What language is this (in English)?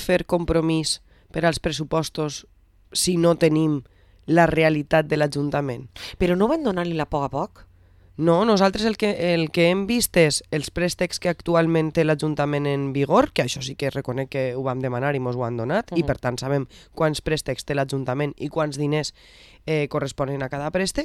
Catalan